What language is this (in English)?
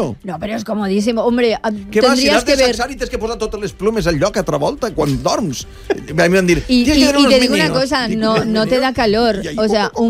Catalan